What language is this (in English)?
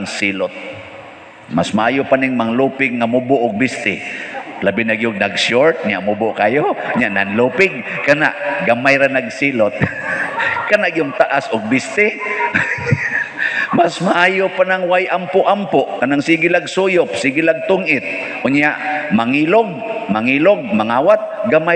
Cebuano